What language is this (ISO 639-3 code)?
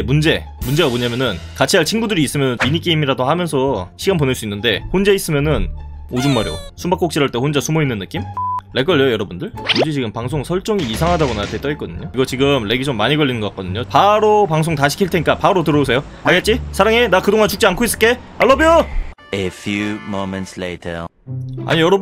kor